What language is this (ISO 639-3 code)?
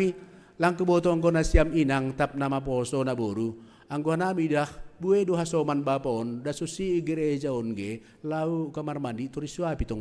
bts